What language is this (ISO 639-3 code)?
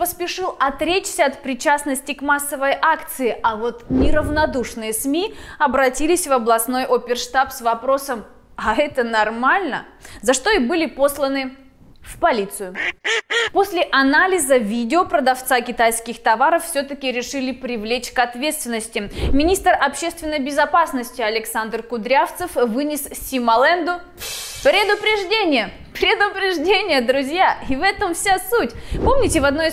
rus